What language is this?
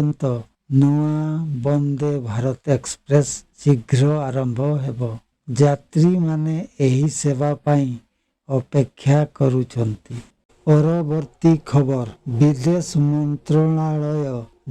Odia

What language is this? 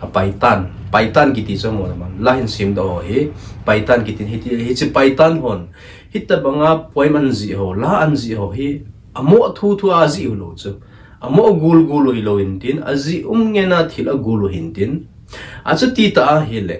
Thado Chin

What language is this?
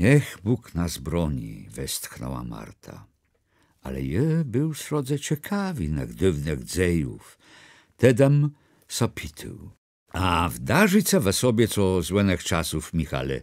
Kashubian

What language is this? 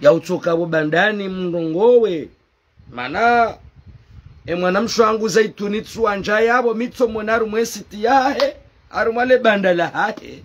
Ngazidja Comorian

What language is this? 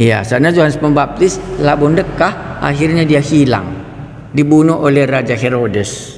Batak Karo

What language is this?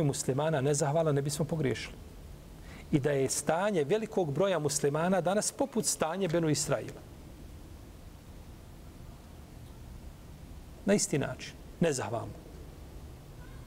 Bosnian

